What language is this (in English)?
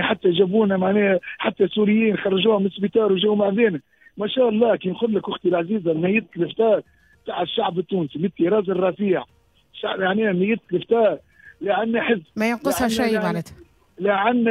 Tunisian Arabic